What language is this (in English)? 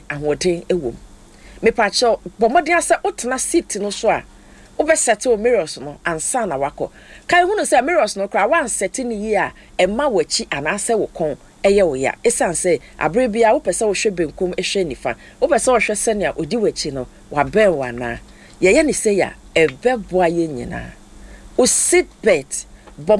Akan